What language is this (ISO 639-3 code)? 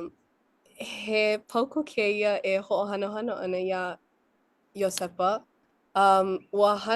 haw